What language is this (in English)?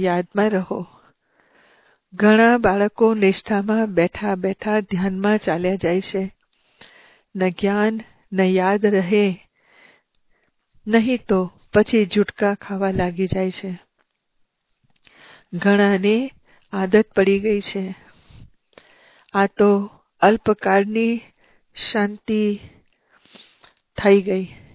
Gujarati